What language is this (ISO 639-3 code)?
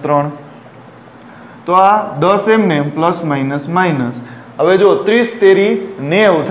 guj